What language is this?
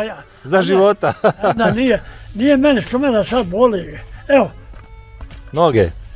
Bosnian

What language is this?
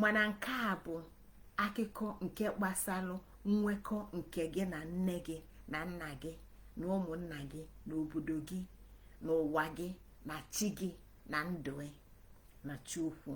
Igbo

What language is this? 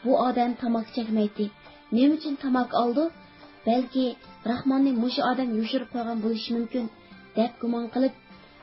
Uyghur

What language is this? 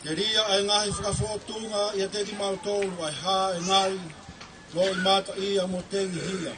Tongan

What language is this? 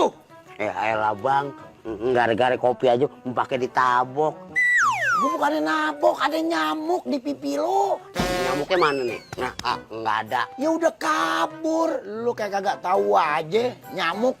Betawi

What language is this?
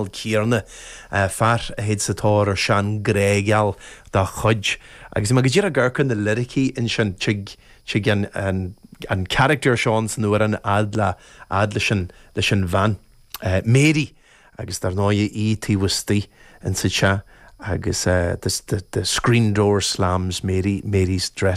Irish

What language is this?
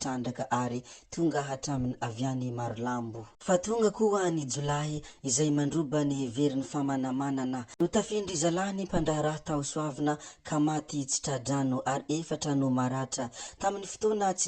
Malagasy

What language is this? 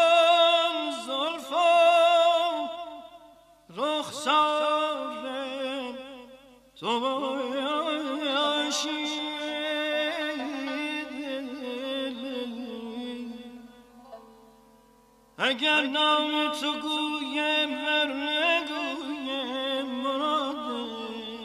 Persian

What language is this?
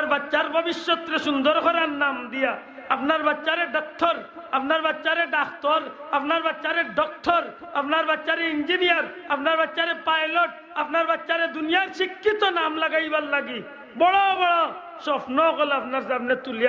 Sylheti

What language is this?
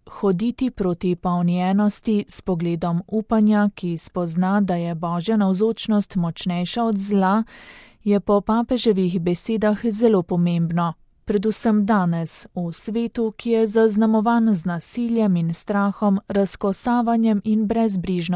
Slovenian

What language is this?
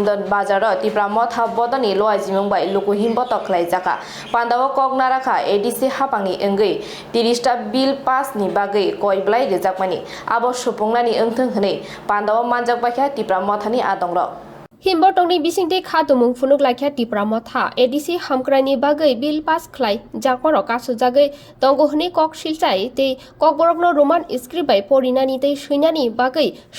Kok Borok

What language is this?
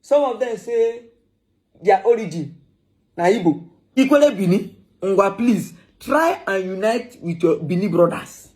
Igbo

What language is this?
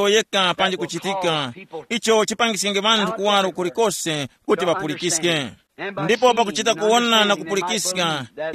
Tumbuka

